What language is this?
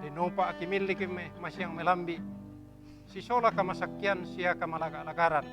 Toraja-Sa'dan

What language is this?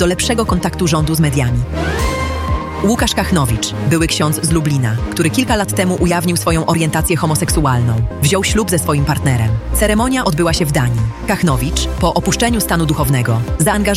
Polish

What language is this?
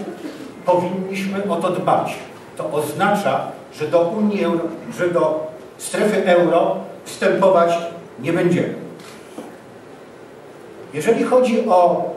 Polish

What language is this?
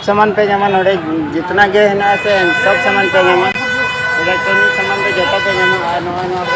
Santali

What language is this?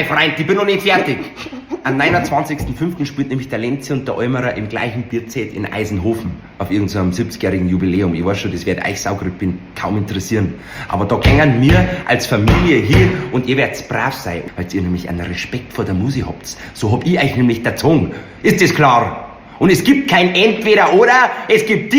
Bavarian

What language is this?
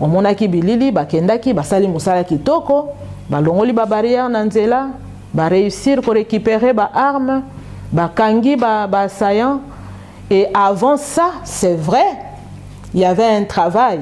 Lingala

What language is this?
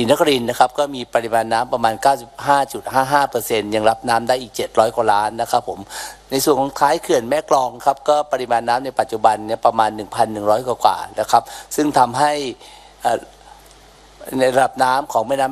Thai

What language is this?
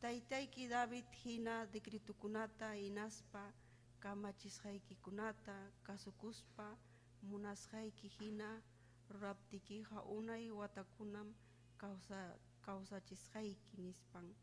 Ayacucho Quechua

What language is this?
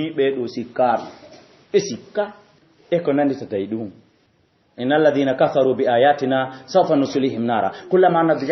Fula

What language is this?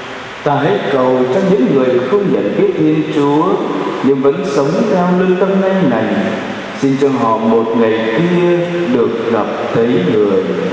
Vietnamese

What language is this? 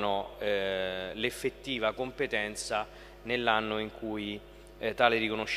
Italian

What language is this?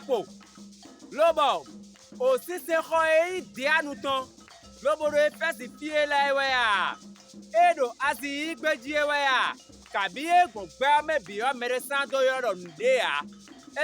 Fon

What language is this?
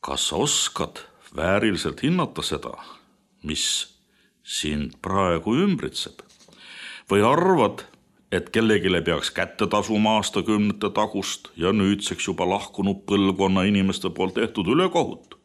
Estonian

